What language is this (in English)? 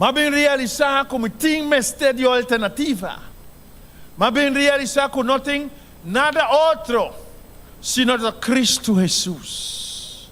Papiamento